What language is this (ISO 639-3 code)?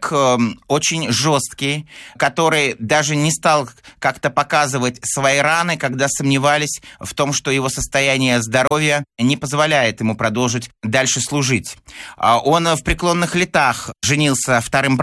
rus